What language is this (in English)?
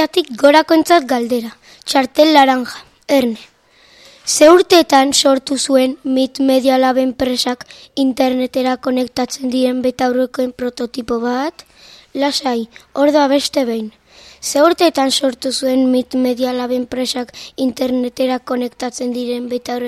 Basque